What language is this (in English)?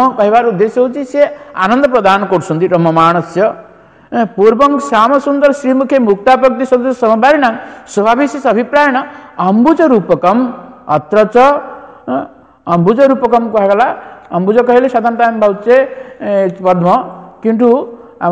Odia